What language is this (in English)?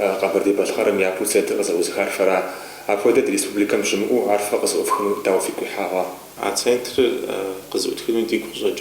Kabardian